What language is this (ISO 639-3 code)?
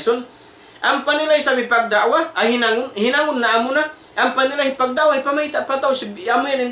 tsg